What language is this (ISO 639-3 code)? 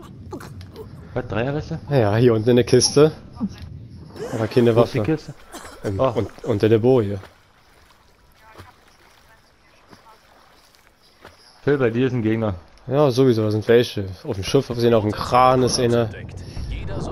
deu